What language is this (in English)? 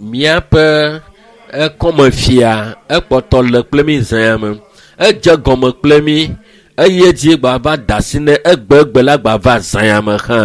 Ewe